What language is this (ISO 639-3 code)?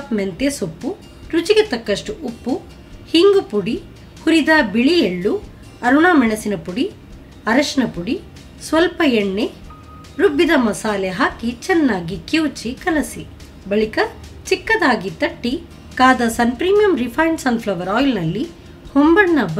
kan